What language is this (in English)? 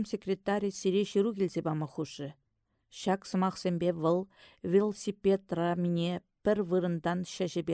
Chuvash